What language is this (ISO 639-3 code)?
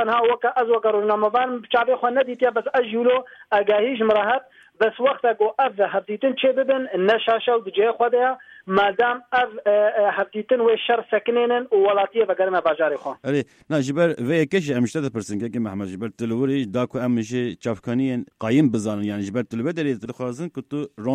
kur